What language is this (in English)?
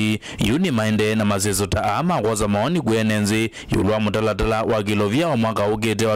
Kamba